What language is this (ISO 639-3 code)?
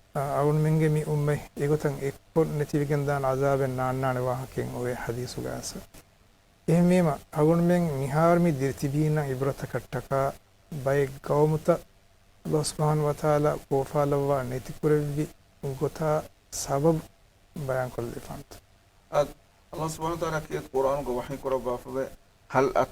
div